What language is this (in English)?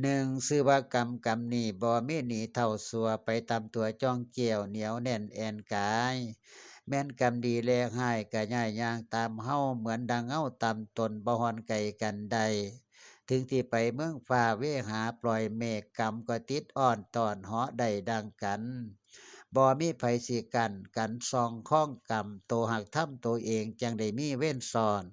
Northeastern Thai